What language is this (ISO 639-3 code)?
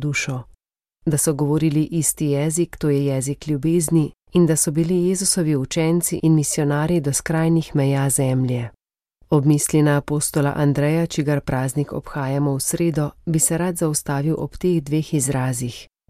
slv